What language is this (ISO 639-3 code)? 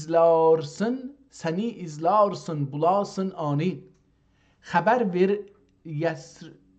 azb